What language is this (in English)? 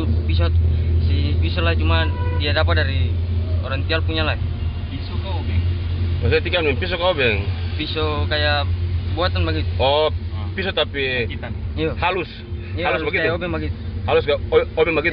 Ambonese Malay